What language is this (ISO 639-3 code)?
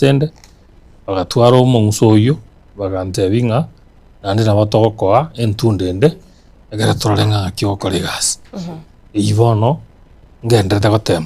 guz